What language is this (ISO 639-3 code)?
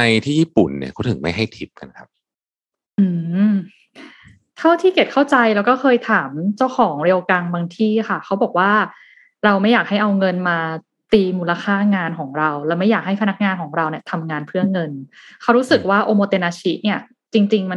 tha